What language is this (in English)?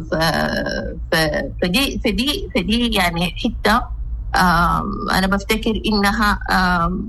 Sudanese Arabic